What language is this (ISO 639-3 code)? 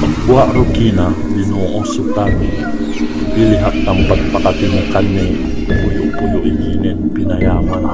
yka